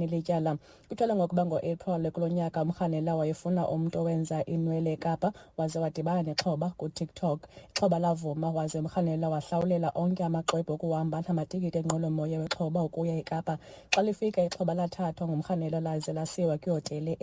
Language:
Xhosa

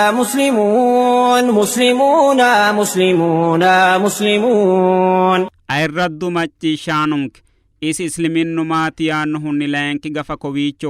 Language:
Sidamo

